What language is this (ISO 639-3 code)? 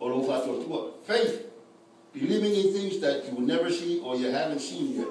smo